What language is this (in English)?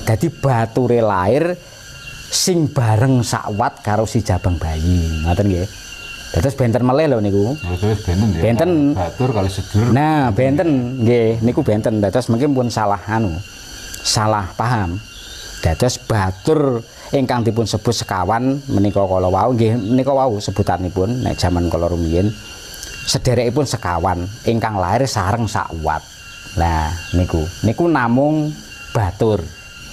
Javanese